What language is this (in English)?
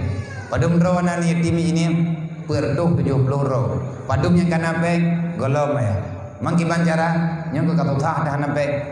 Achinese